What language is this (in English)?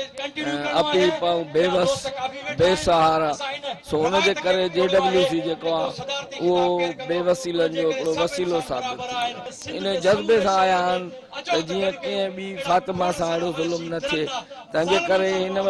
Sindhi